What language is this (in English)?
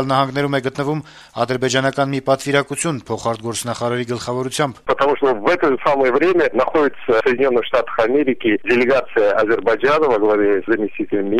Armenian